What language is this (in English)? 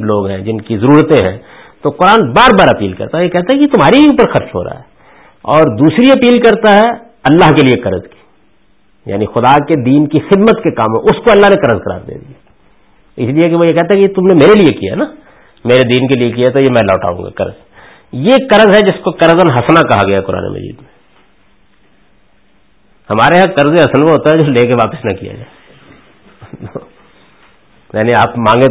Urdu